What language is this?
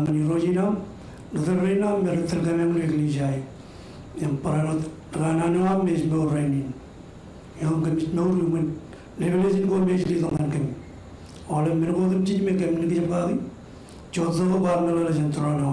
Marshallese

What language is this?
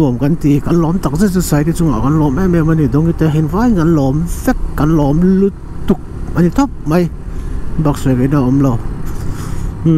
Vietnamese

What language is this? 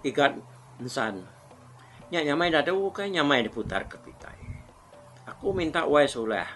Iban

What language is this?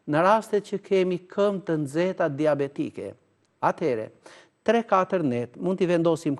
Albanian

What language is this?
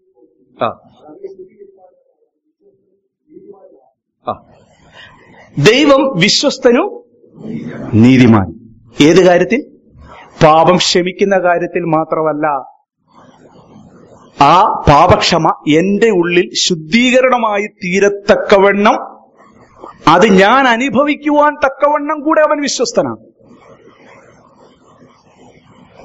Malayalam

